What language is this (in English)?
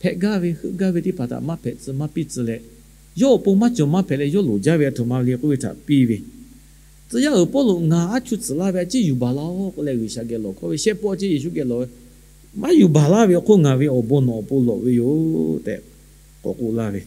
Lahu